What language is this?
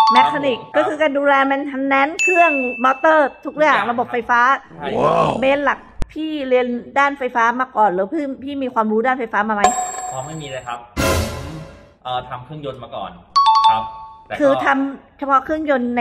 Thai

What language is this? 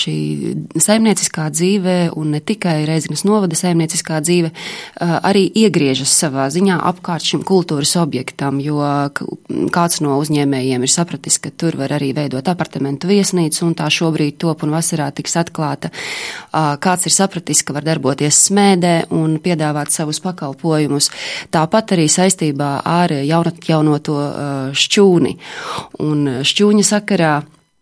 Latvian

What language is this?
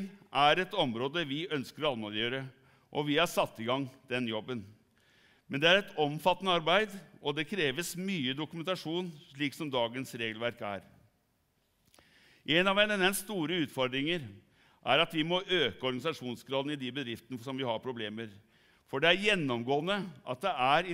Norwegian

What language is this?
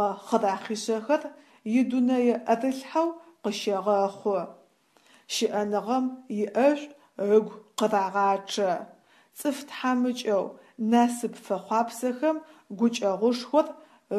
Adyghe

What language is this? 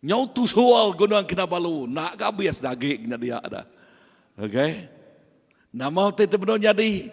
Iban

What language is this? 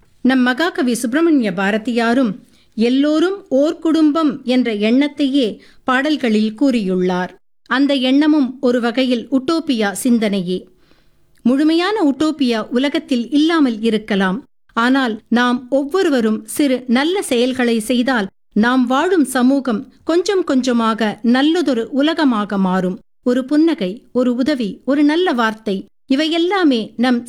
Tamil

